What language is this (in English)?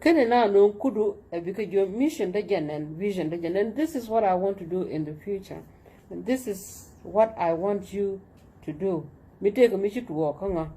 Nuer